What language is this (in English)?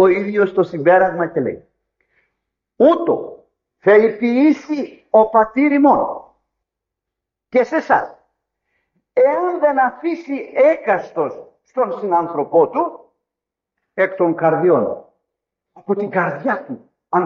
Greek